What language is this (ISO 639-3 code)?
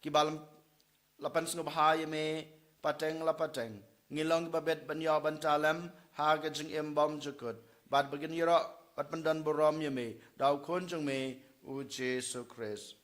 kha